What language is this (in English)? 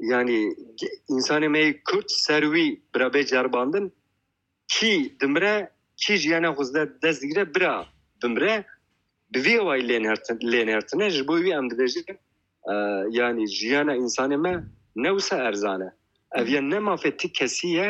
Kurdish